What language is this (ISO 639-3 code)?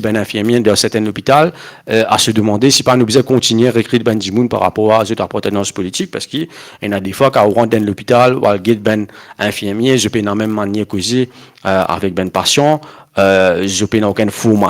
mfe